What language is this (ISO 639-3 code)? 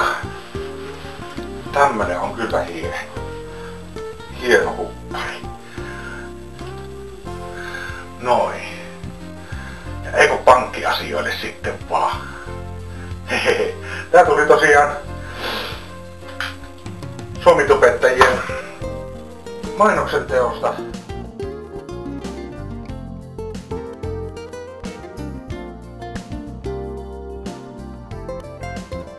fin